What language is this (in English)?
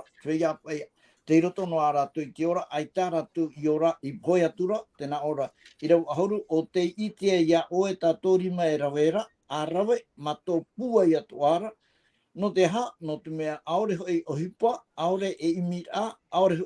Tahitian